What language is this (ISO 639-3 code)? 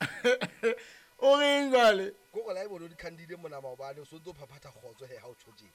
sot